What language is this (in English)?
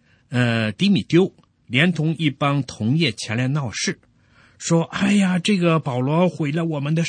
Chinese